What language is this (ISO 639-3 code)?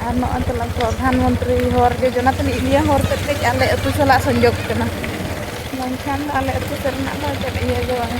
sat